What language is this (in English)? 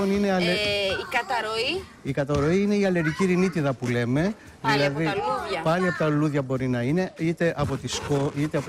Greek